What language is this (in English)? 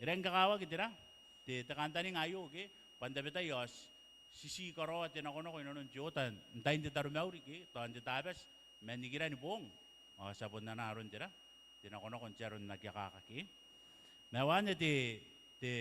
Gilbertese